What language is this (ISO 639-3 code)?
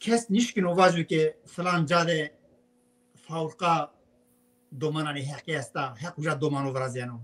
zza